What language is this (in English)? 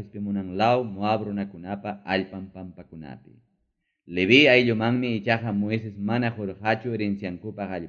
Ayacucho Quechua